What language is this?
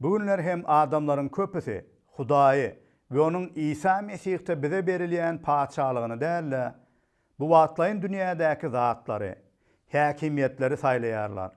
Turkmen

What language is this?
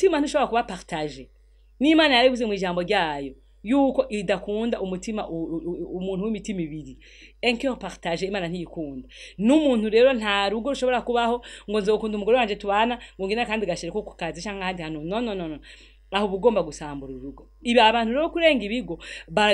Rundi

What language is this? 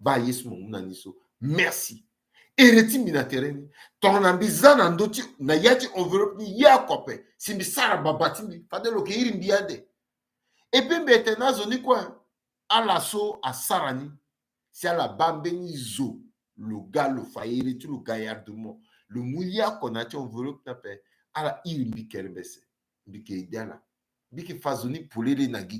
Sango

